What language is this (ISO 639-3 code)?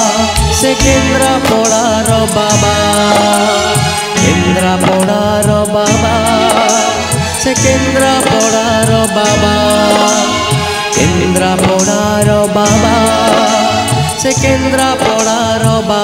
ori